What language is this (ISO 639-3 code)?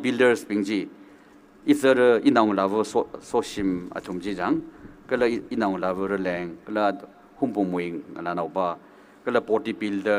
nmf